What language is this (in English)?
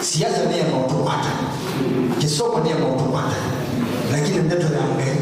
Kamba